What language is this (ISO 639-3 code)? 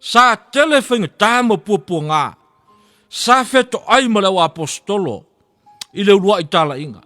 smo